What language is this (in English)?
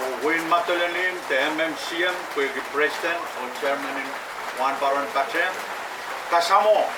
Pohnpeian